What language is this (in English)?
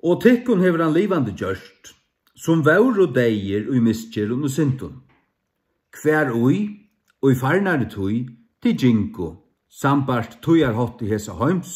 Faroese